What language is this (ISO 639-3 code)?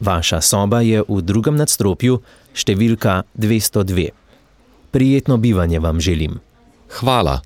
slv